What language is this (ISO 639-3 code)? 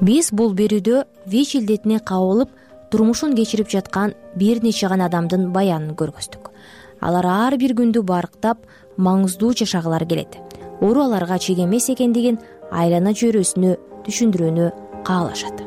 kir